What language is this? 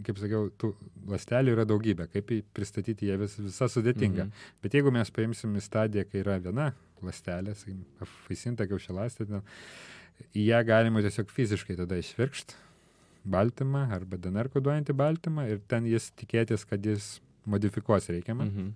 Lithuanian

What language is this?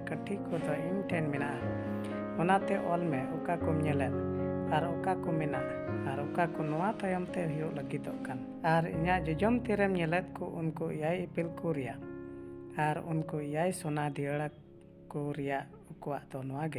Santali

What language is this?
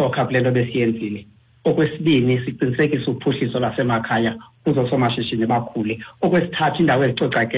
Xhosa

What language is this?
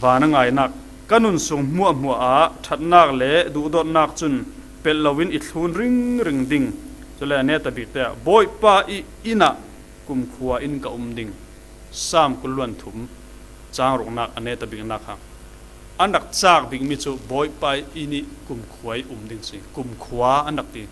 Falam Chin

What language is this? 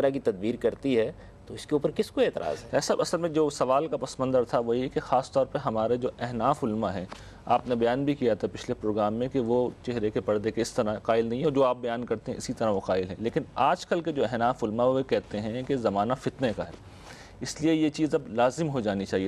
Urdu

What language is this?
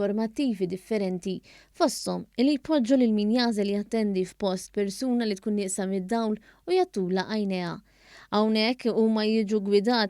Maltese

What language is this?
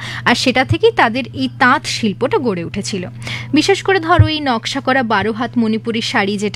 Bangla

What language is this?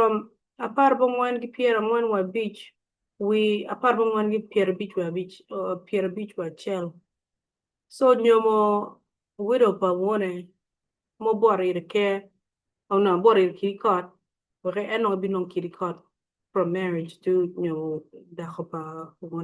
Acoli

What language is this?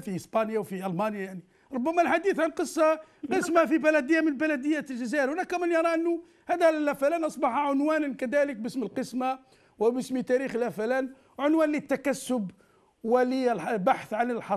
Arabic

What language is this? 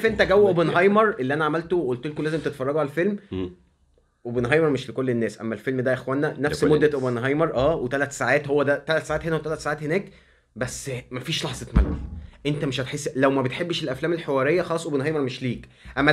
Egyptian Arabic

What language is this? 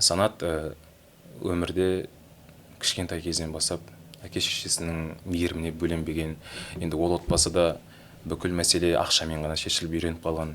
Kazakh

